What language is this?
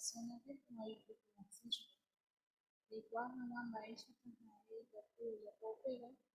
Guarani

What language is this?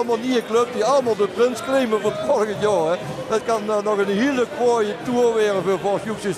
Limburgish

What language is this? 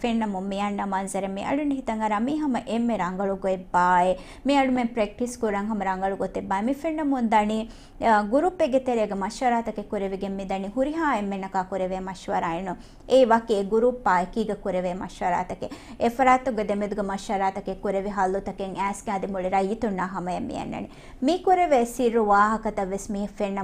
Divehi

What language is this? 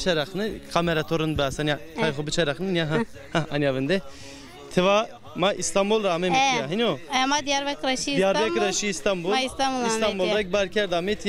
Zaza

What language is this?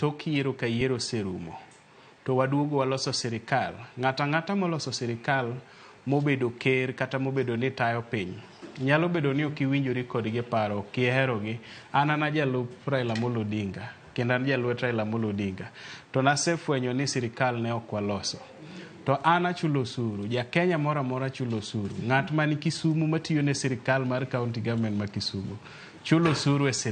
Luo (Kenya and Tanzania)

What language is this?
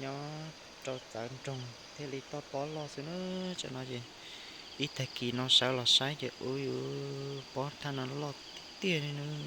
Hmong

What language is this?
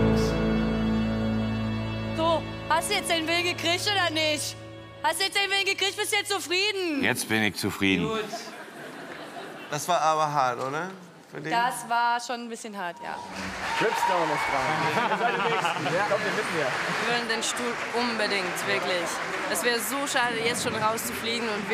German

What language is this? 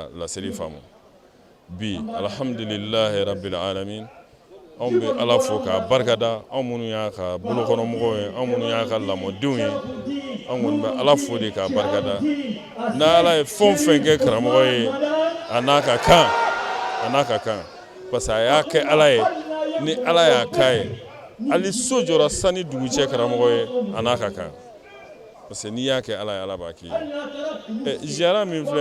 Bambara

